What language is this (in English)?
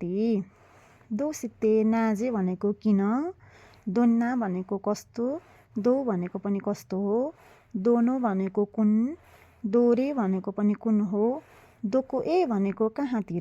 Nepali